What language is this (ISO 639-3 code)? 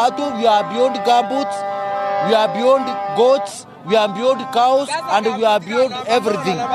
mer